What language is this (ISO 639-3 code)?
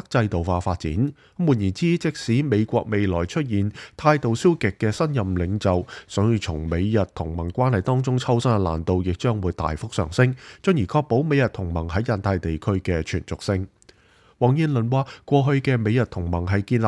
yue